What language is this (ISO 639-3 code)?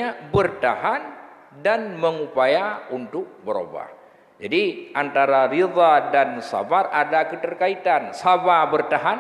ace